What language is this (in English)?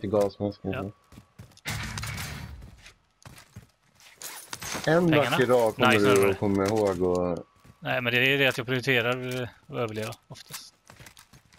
Swedish